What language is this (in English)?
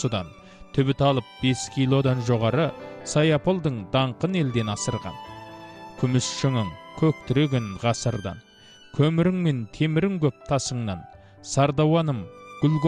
Kazakh